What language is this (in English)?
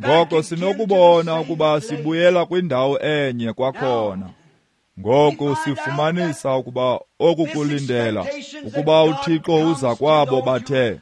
Xhosa